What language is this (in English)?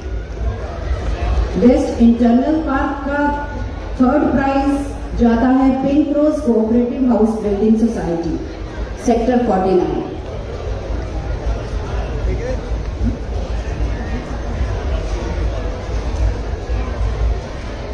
Hindi